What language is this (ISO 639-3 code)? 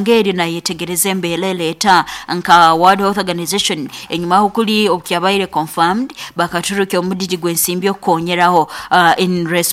nyo